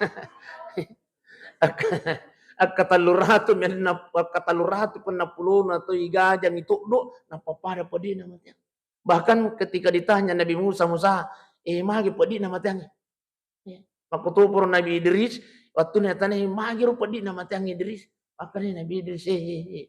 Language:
Buginese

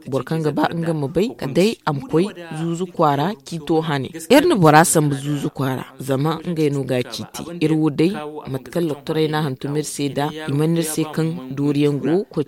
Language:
Zarma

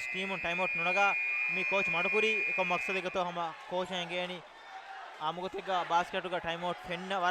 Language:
Divehi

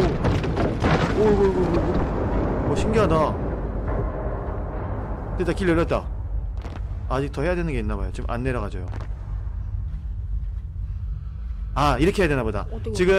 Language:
Korean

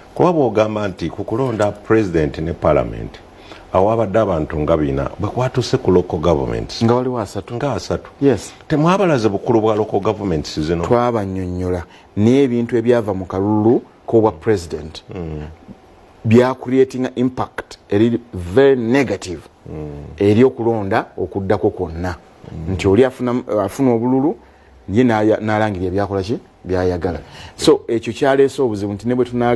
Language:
Ganda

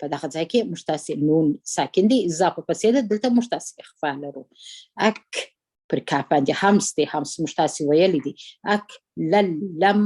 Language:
Pashto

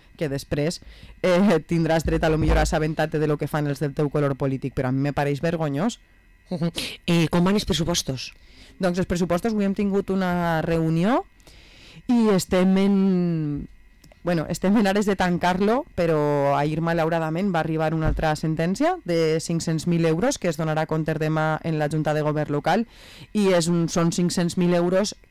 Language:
Catalan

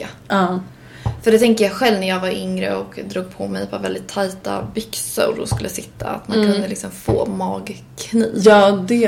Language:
Swedish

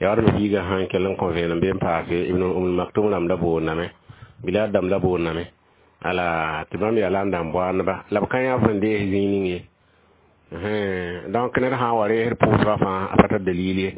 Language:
Mossi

